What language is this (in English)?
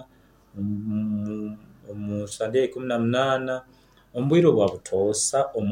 Nyoro